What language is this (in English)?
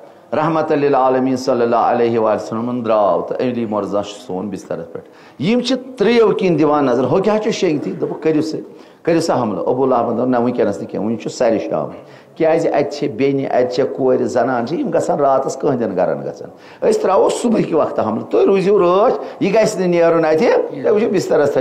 Kashmiri